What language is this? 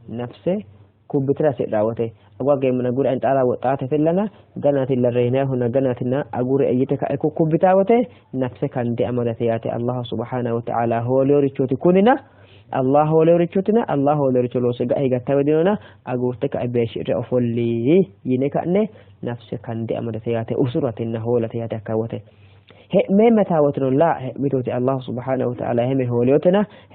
Sidamo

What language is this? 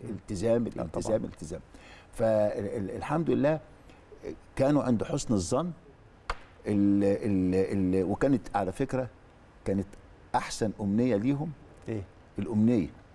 Egyptian Arabic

